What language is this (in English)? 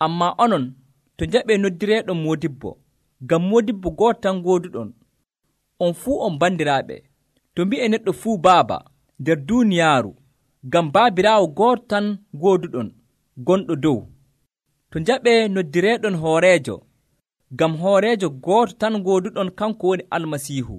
Nigerian Fulfulde